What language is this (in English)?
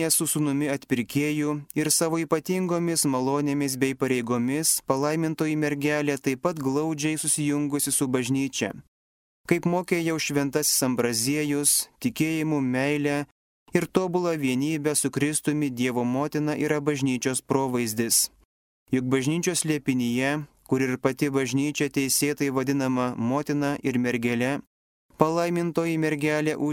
Lithuanian